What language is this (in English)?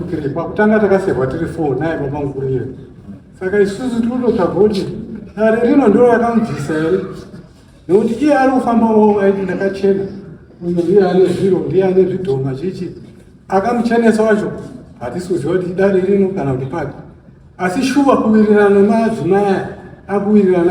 Shona